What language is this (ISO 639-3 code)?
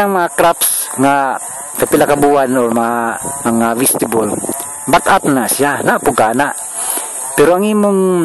ceb